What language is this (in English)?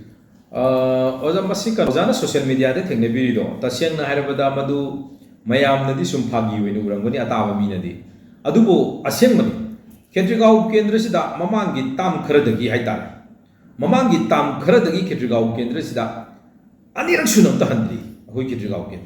Manipuri